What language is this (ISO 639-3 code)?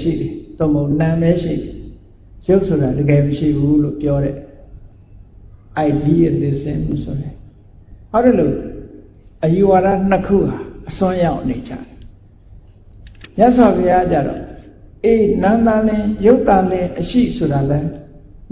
mya